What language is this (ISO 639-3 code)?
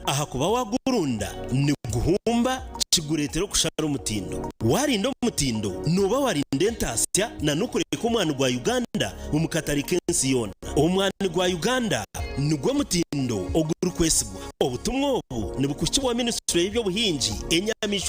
nyn